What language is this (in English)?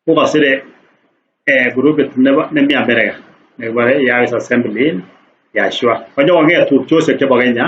Kalenjin